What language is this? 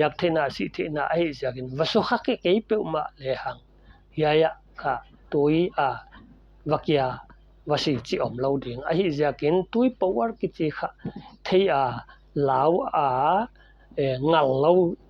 Paite Chin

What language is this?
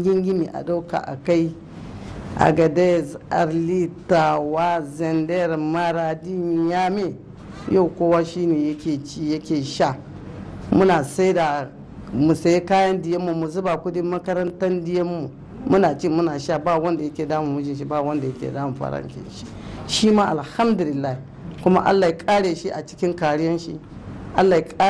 Hausa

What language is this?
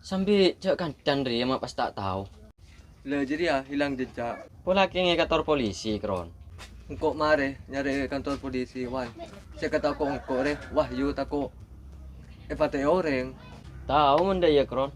Madurese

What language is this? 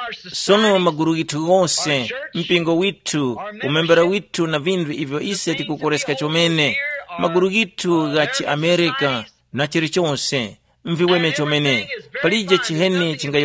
Tumbuka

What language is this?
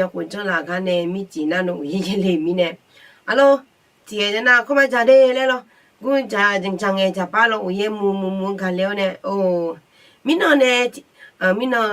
Akha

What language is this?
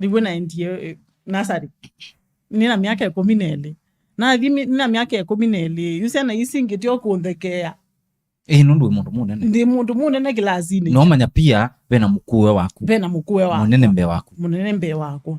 Kamba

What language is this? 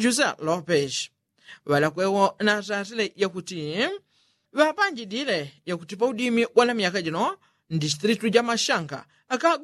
Yao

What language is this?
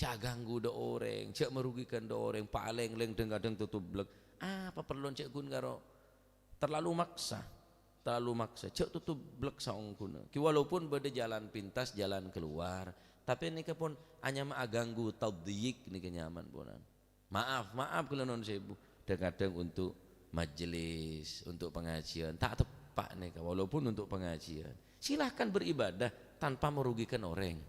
Madurese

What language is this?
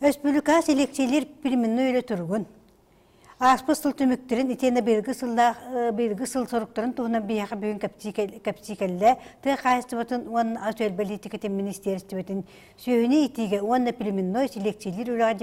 Yakut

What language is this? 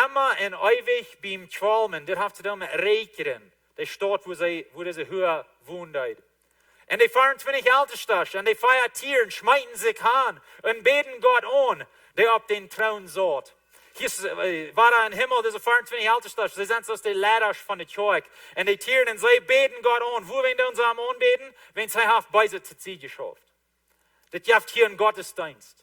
Plautdietsch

